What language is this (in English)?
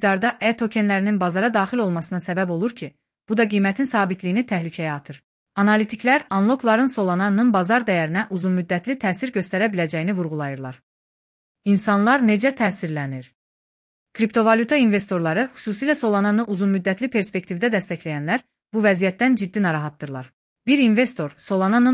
Azerbaijani